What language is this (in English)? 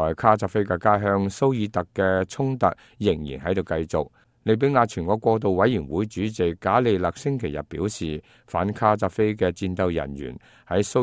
Cantonese